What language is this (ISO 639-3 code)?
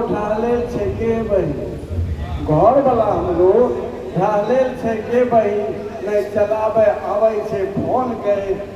anp